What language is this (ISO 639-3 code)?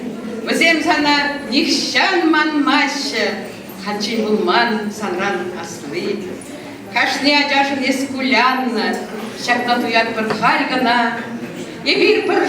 chv